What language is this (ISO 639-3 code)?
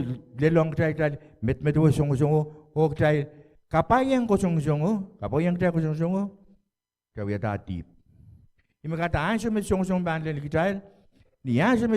pon